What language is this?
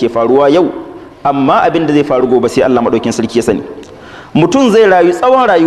Hausa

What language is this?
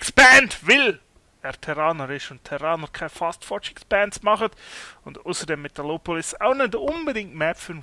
Swiss German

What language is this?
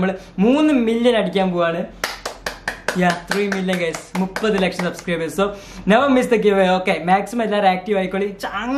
Malayalam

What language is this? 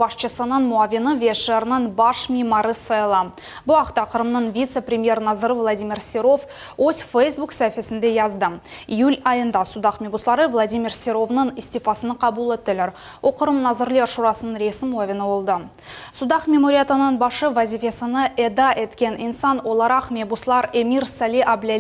Crimean Tatar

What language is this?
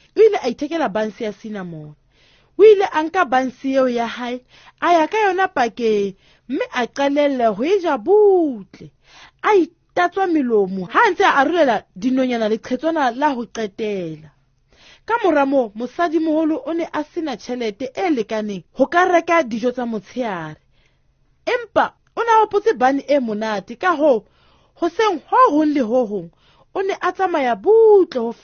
Southern Sotho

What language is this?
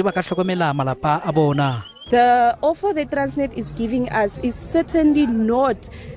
Southern Sotho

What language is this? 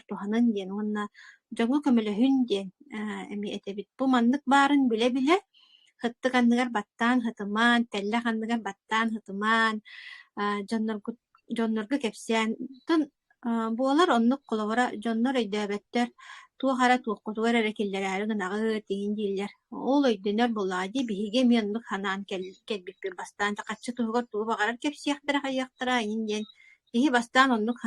Yakut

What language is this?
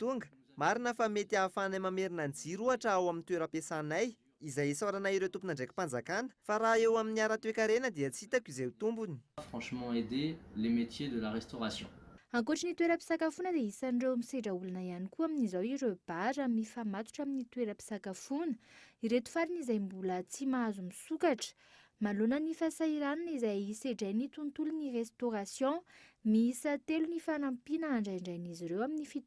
Malagasy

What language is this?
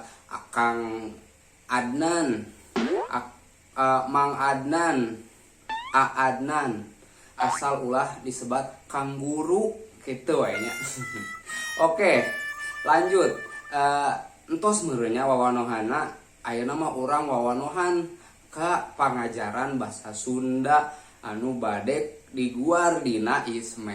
Sundanese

